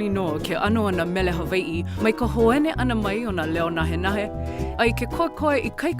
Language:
Hawaiian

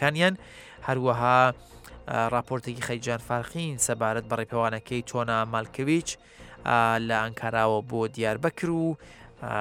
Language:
Central Kurdish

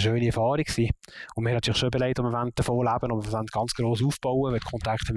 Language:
Swiss German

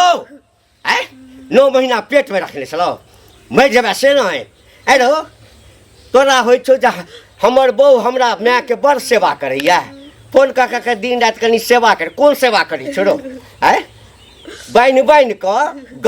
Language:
Maithili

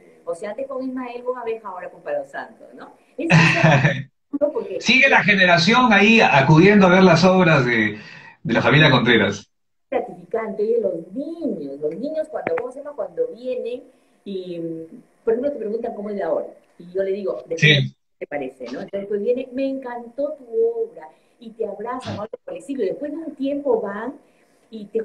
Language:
Spanish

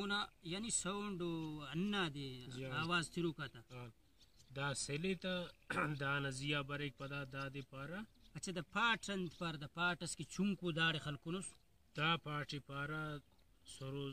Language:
Brahui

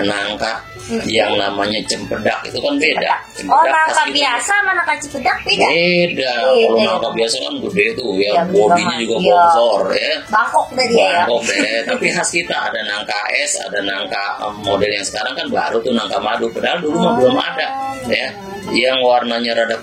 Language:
Betawi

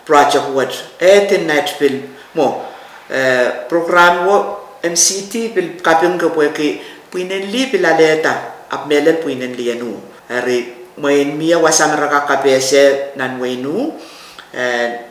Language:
Pohnpeian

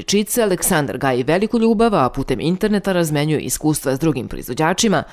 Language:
Serbian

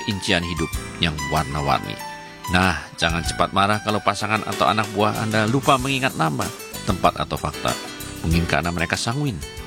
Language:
Indonesian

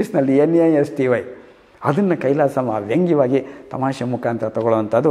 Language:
Kannada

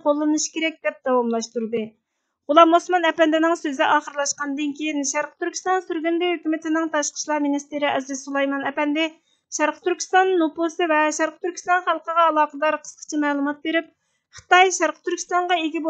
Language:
Uyghur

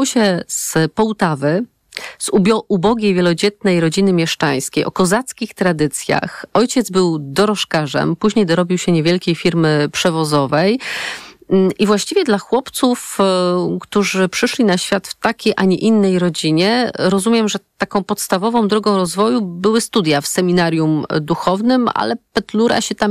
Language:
Polish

